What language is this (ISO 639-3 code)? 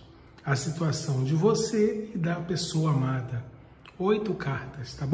por